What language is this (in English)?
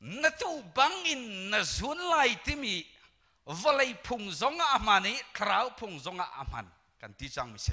Hakha Chin